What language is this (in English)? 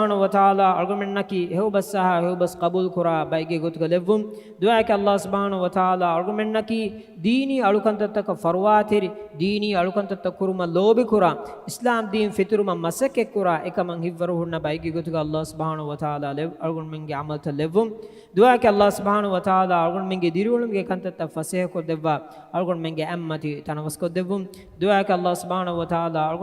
Divehi